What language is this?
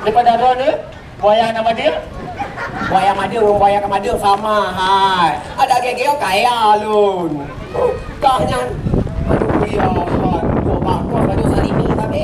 Achinese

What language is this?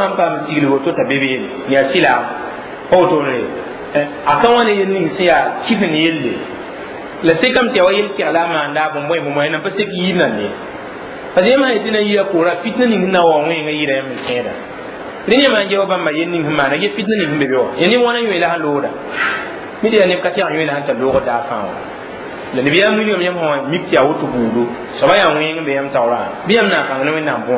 Mossi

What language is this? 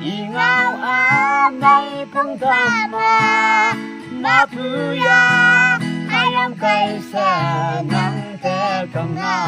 Naga Pidgin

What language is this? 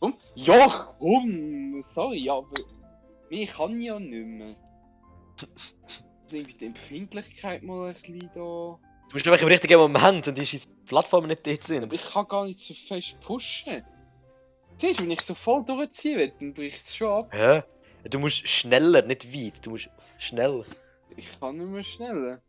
Swiss German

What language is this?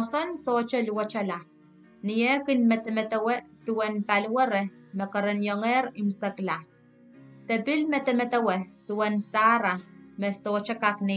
Pohnpeian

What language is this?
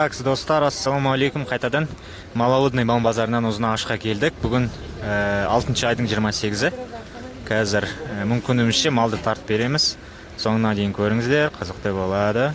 Kazakh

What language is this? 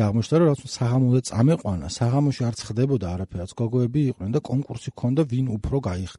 Georgian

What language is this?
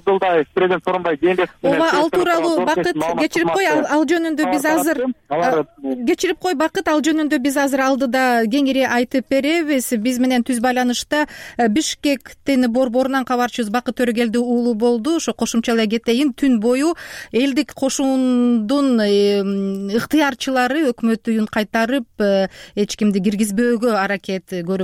Kyrgyz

